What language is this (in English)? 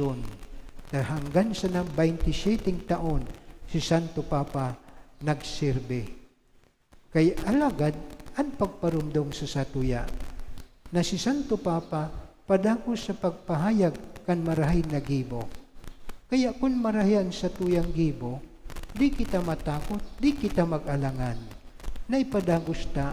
Bikol